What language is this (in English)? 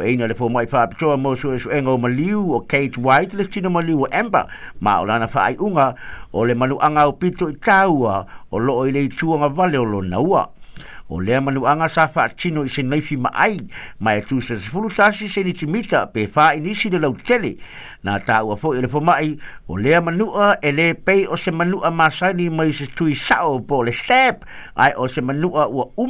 Samoan